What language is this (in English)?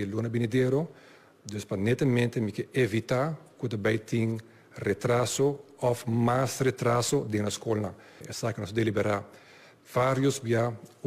Papiamento